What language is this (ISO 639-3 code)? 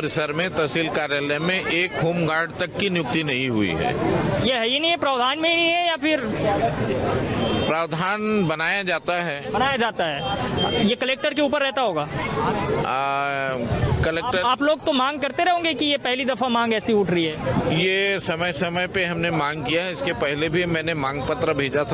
hin